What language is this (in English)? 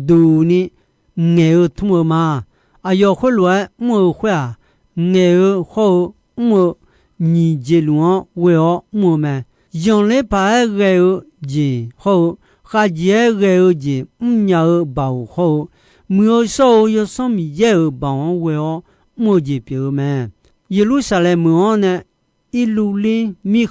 Akha